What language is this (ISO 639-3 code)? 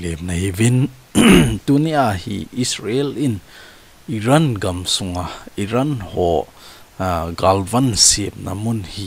tcz